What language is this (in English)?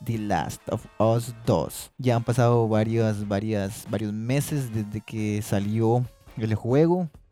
Spanish